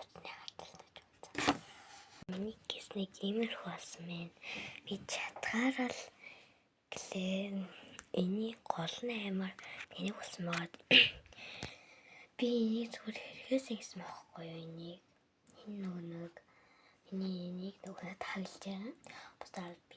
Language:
Mongolian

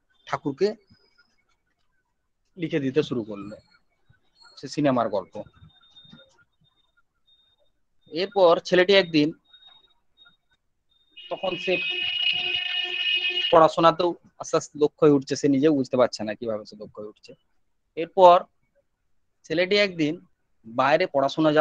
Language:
Bangla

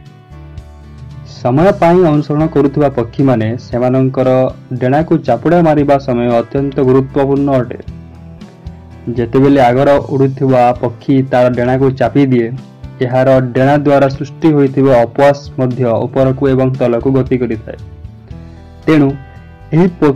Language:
Odia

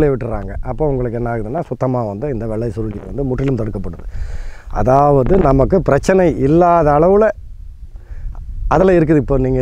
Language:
Tamil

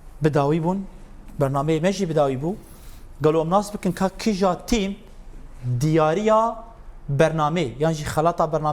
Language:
Kurdish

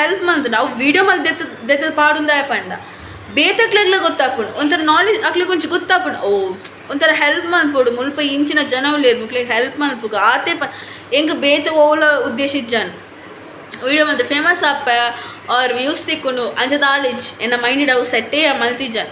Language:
Tulu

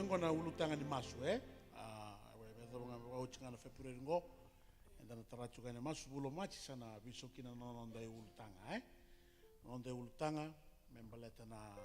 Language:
Fijian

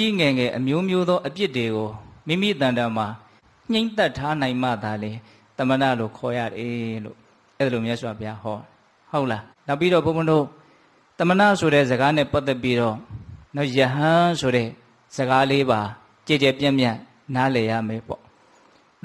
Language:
Burmese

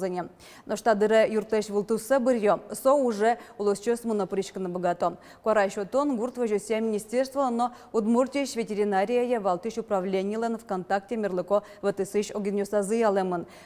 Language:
Udmurt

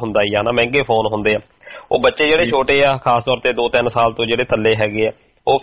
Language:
Punjabi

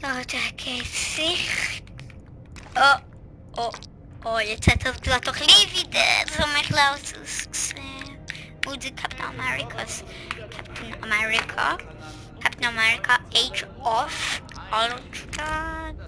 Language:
Swiss German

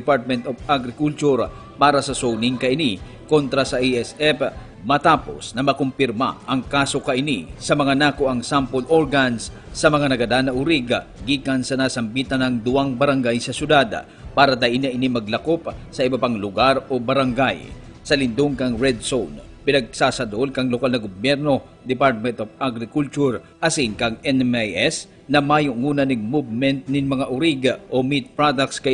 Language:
Bikol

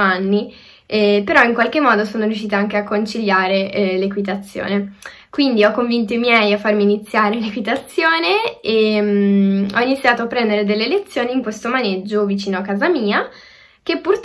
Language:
Italian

